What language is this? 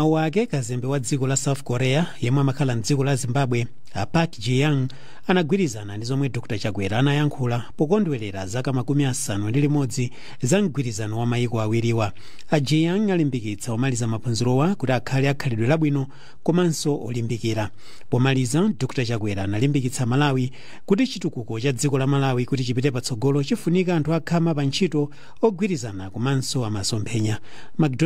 Nyanja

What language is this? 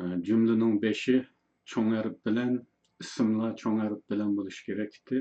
Uyghur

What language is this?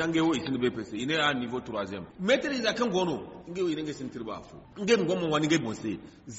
Zarma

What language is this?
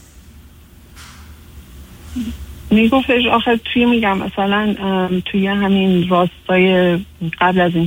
Persian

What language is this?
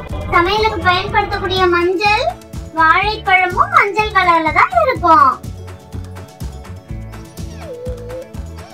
Tamil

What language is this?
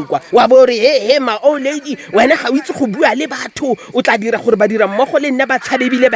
Tswana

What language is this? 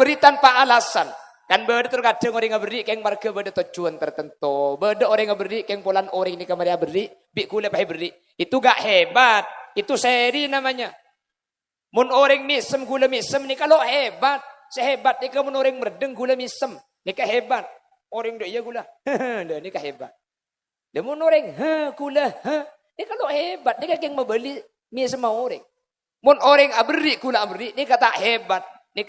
Madurese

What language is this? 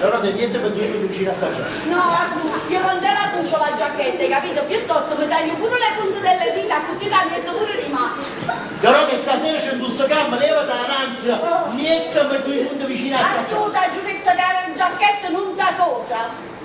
Neapolitan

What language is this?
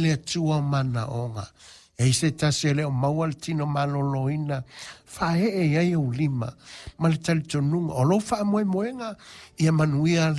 Samoan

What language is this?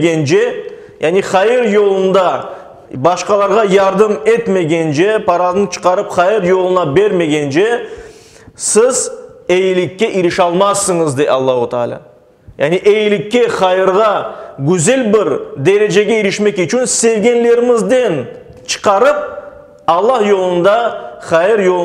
Crimean Tatar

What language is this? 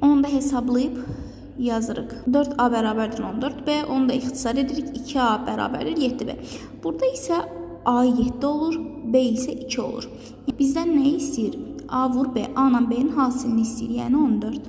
Azerbaijani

